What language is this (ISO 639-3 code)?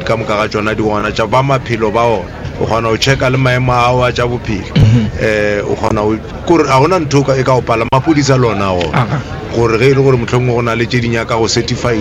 nso